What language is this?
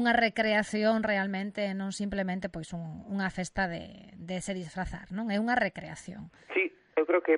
Galician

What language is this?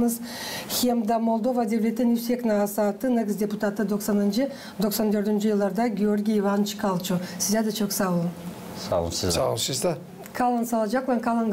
Gagauz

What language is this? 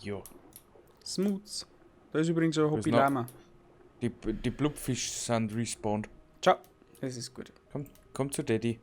Bavarian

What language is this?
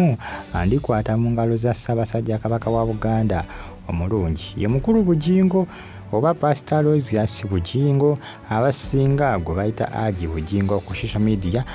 Ganda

